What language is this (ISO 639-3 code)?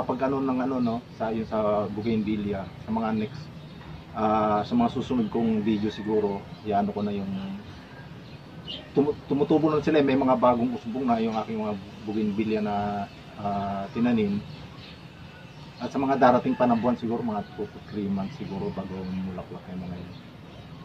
fil